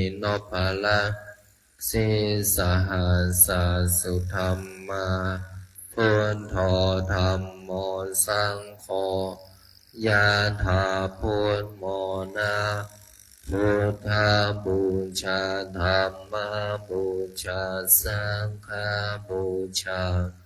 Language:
Pali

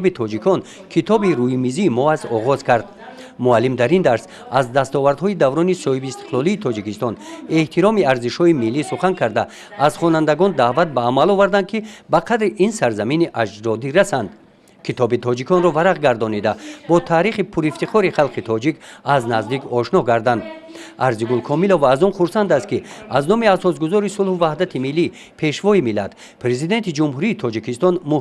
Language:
Tajik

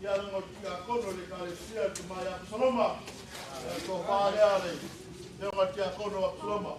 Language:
Samoan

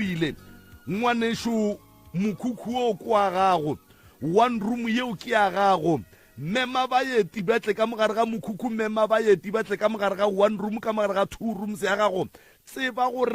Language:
Northern Sotho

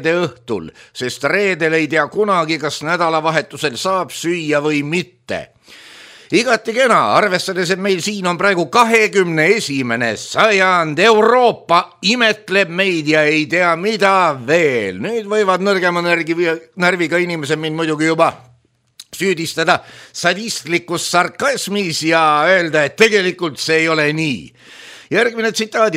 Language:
Estonian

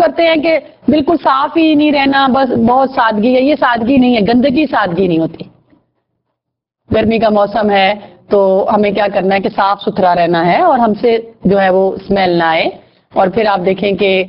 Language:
Urdu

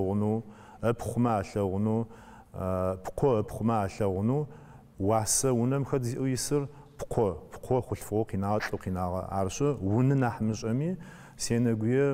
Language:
Adyghe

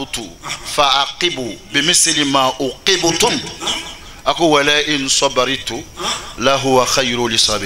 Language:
Bambara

